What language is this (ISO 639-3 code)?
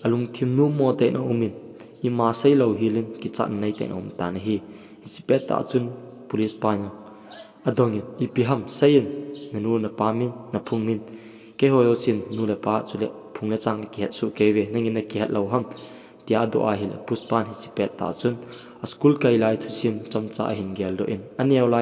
tcz